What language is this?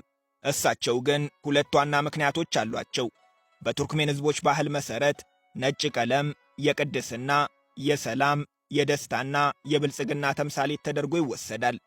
Amharic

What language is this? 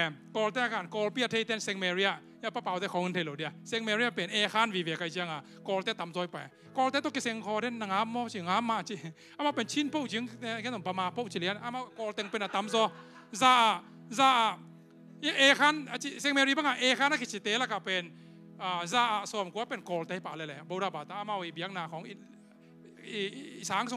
Tedim Chin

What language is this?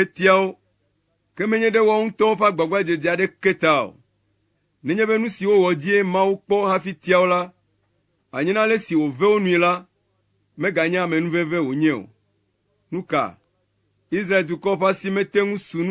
Ewe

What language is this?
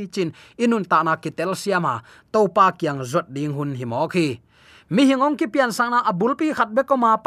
Tedim Chin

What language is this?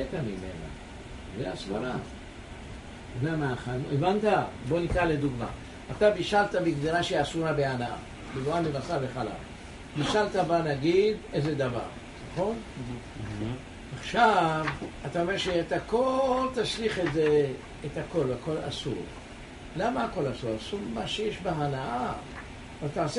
Hebrew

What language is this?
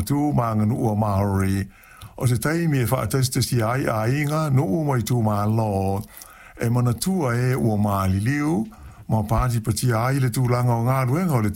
Samoan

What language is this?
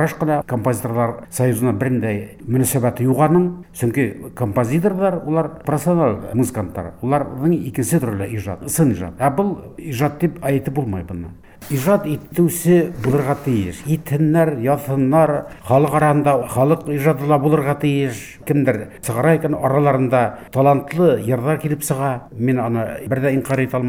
Bashkir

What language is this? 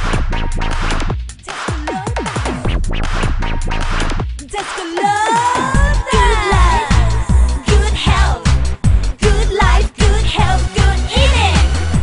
Thai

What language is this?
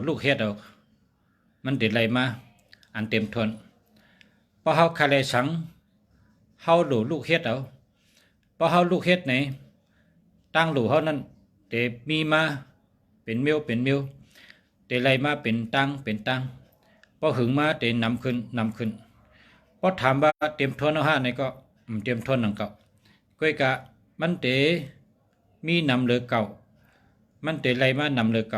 Shan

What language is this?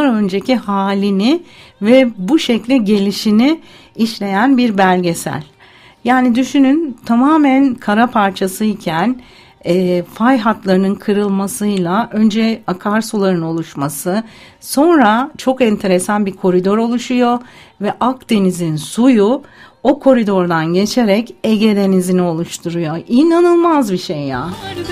Turkish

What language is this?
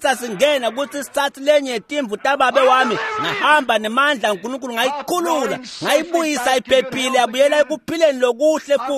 Swati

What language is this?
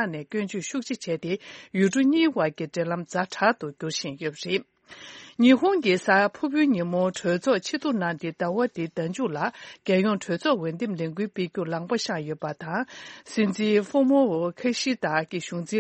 Tibetan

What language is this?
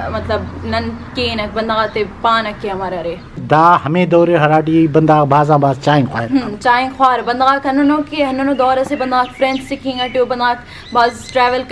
Brahui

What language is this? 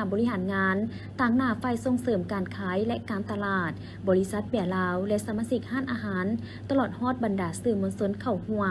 Lao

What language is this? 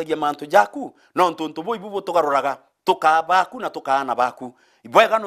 Meru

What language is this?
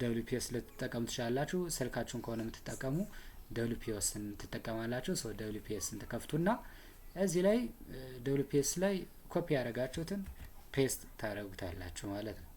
Amharic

